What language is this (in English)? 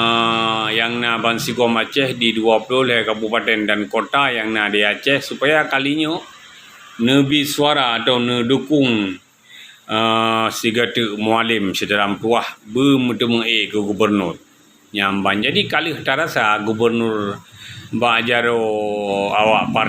Achinese